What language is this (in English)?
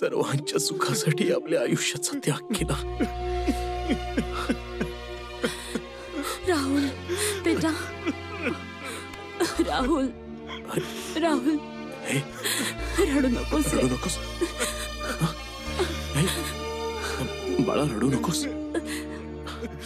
Marathi